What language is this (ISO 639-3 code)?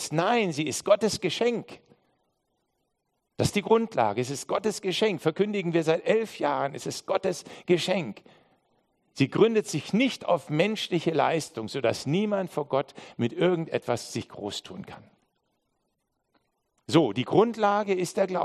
deu